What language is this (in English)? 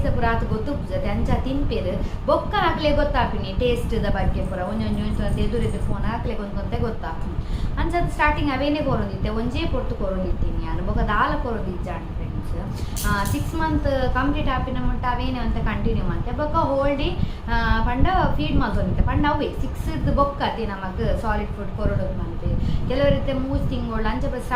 Tulu